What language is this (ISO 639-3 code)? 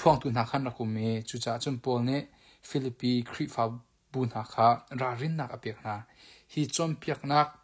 cnh